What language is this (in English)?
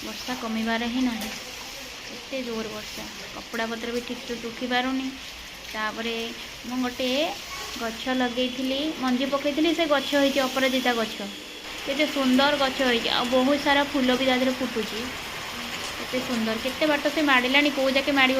Odia